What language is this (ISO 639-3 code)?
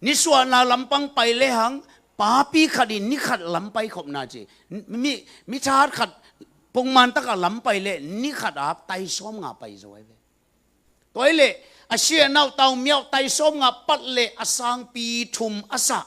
ctd